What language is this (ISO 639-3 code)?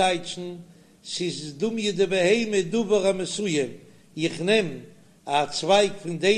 yid